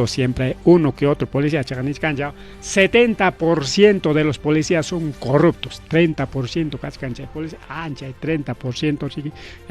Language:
Ayacucho Quechua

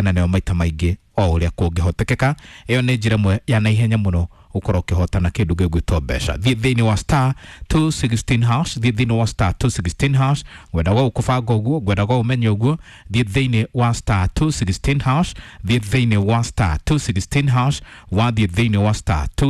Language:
Kikuyu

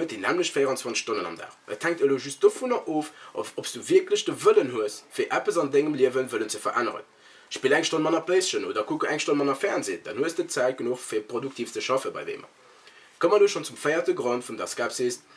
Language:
Luxembourgish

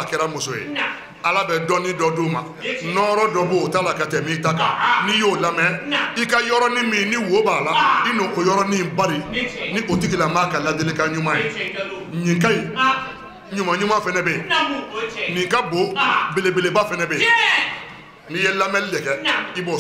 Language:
Bambara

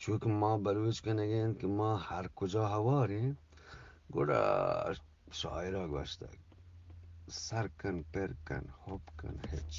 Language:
Eastern Balochi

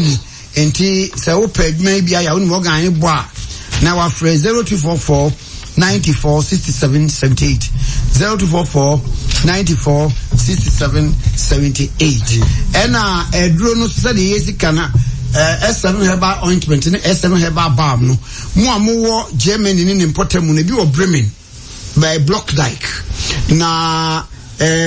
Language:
Akan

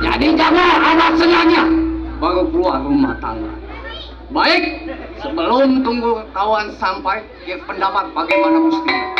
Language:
Betawi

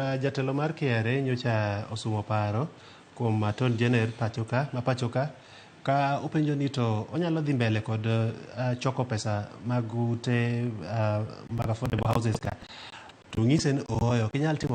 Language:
Luo (Kenya and Tanzania)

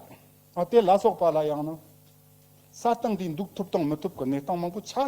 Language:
Tibetan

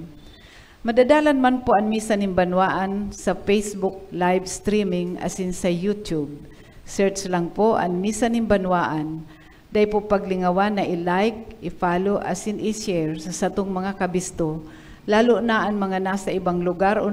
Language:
Bikol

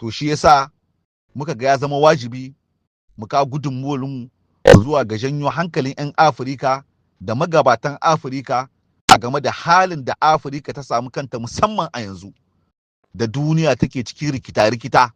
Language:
Hausa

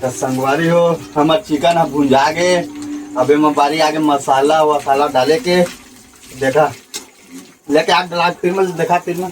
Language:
Chhattisgarhi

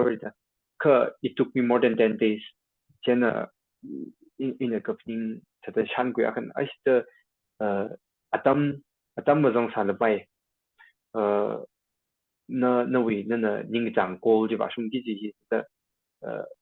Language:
Tangkhul Naga (India)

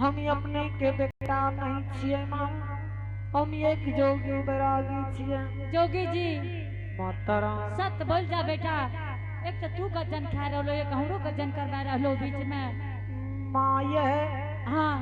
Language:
Angika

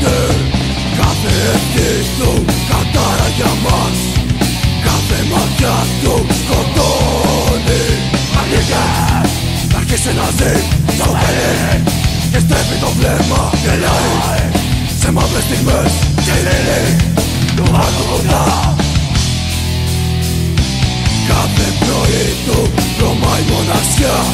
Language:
Greek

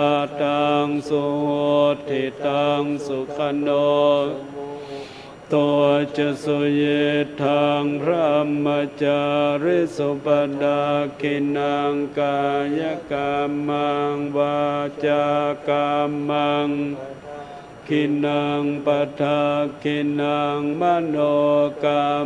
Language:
Pali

